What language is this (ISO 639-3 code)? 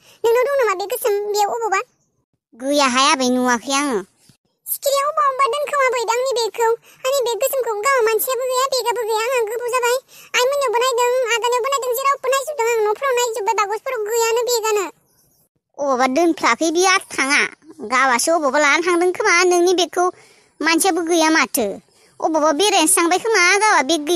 brx